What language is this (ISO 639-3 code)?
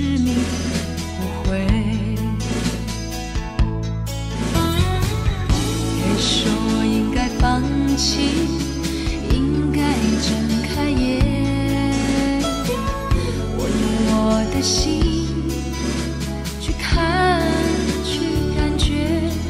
zho